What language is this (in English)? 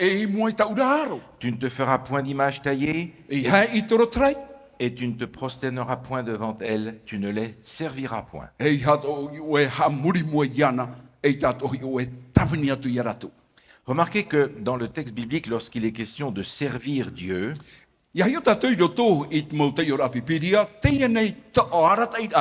Tahitian